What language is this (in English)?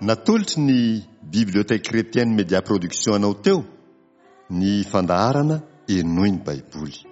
Malagasy